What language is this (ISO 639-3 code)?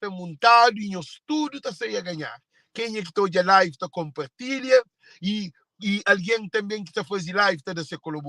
kea